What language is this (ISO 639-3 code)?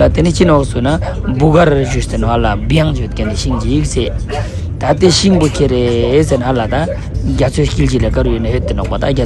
lbj